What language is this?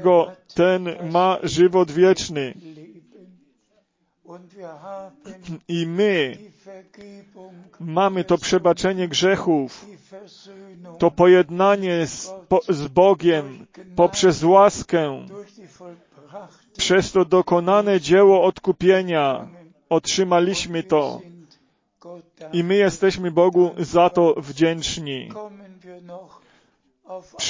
Polish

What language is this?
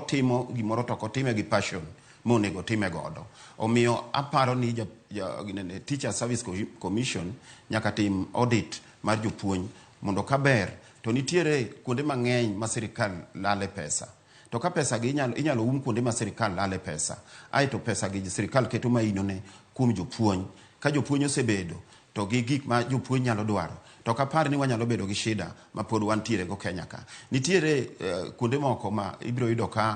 Luo (Kenya and Tanzania)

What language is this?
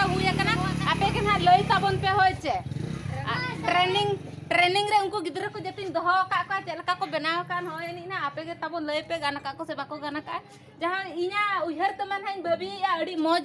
Santali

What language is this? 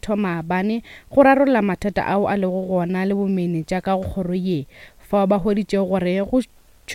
Northern Sotho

